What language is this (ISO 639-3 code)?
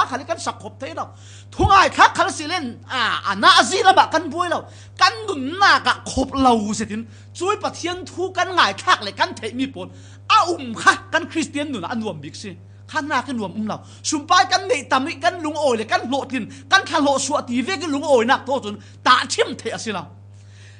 cfm